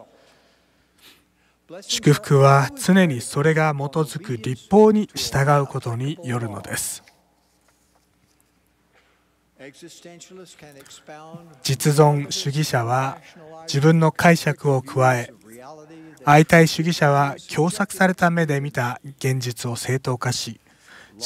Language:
Japanese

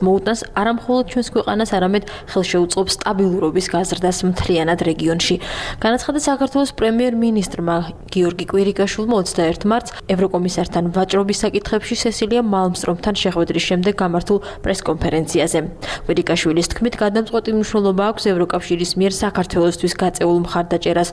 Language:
Georgian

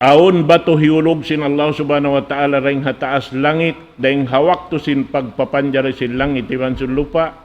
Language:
Tausug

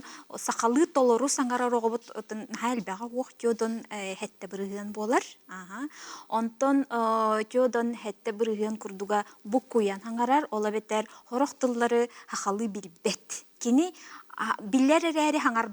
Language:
Yakut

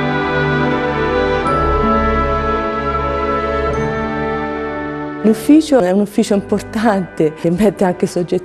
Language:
Italian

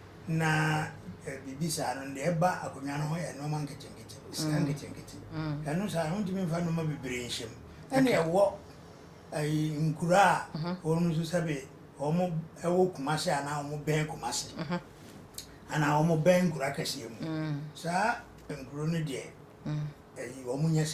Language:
Akan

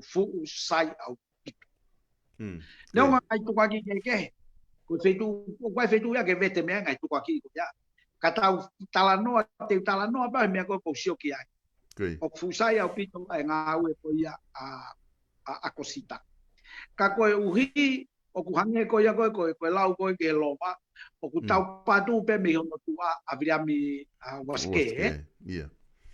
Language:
Tongan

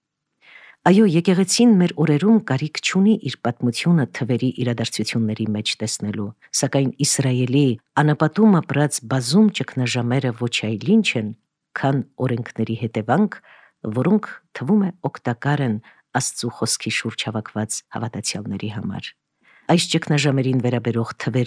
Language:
Armenian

